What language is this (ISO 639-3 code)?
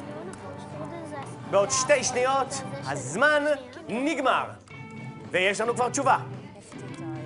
heb